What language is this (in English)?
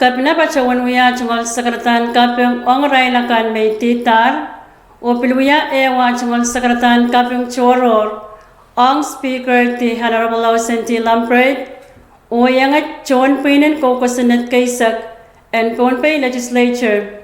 Pohnpeian